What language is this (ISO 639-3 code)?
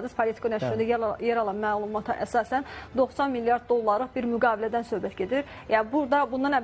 aze